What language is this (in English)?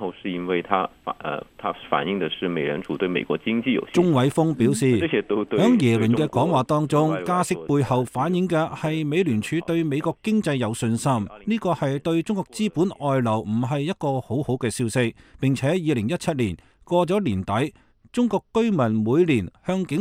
Cantonese